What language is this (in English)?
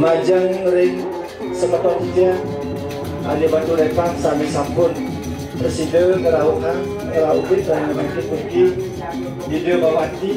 Balinese